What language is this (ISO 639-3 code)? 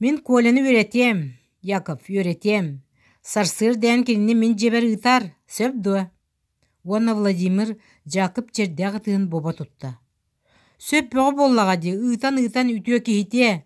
sah